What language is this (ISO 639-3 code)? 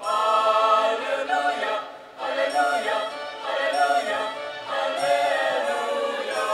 pam